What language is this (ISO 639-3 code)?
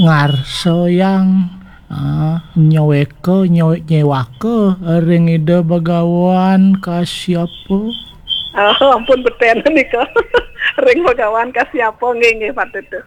ban